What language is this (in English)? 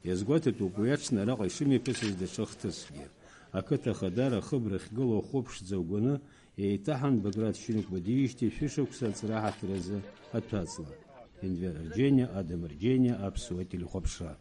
Abkhazian